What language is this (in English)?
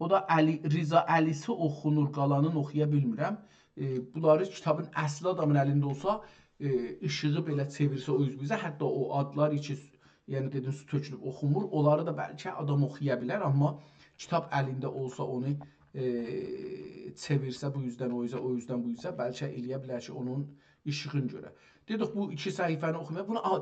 South Azerbaijani